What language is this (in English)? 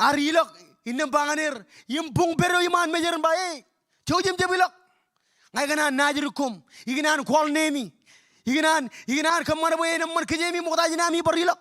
Marshallese